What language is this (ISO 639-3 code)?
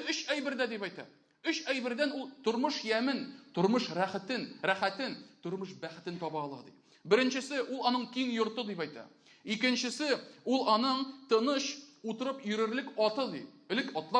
tat